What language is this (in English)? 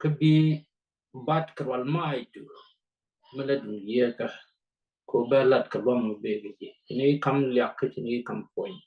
Nuer